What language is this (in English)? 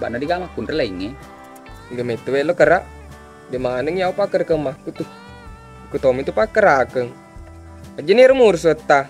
Buginese